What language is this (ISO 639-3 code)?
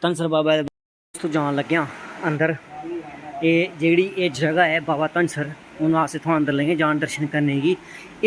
doi